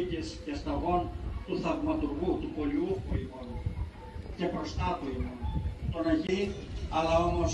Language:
Greek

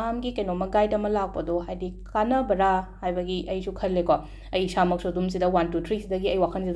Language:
Manipuri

